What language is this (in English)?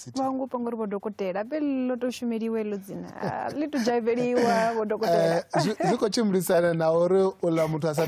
Venda